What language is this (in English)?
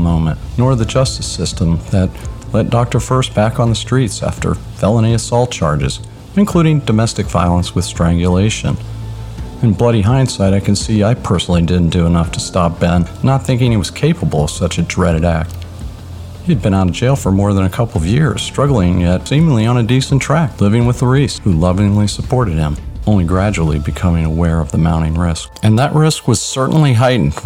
English